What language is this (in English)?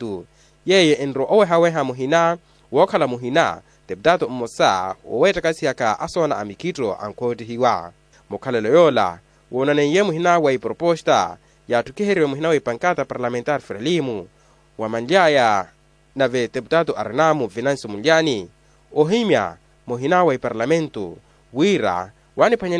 Makhuwa